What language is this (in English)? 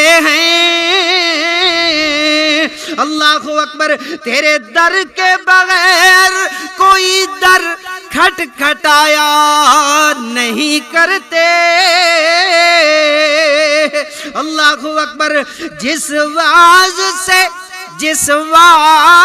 Urdu